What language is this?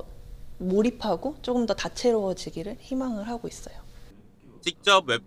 Korean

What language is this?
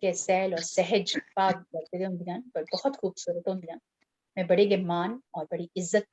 Dogri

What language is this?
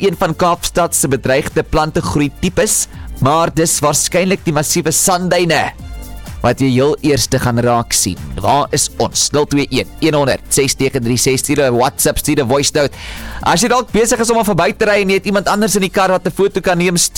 Afrikaans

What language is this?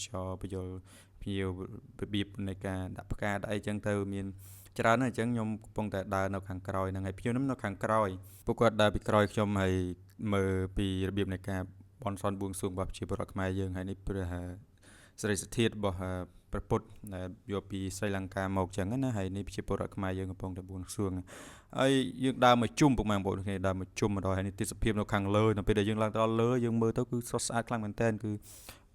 Khmer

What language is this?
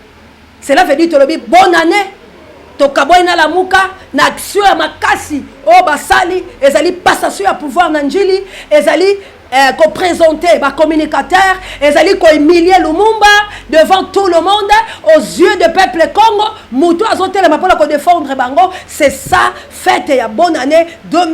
Lingala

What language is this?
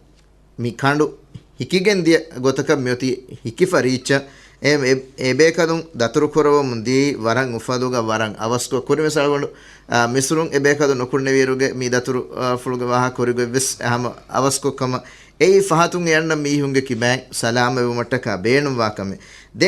Divehi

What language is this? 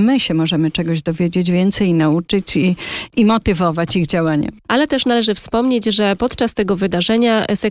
Polish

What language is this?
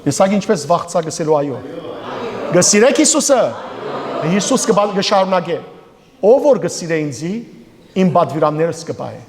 Western Armenian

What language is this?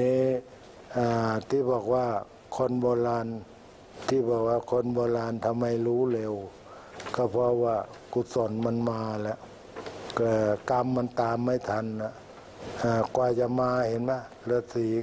Thai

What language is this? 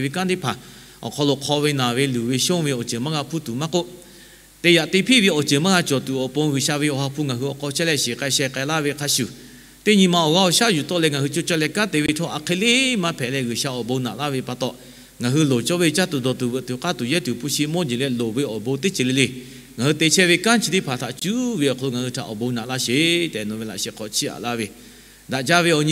Lahu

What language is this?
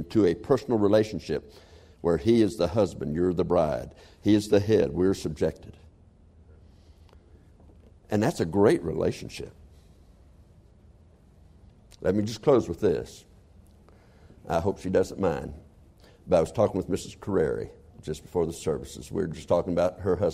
English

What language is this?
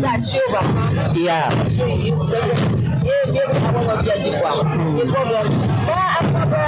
Ewe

